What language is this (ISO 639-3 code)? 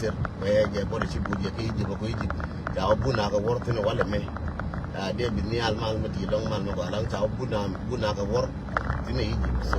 nus